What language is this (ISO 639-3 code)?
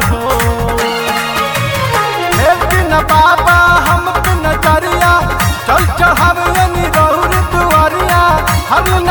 bho